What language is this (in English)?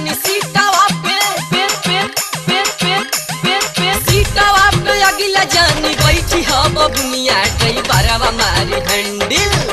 Bhojpuri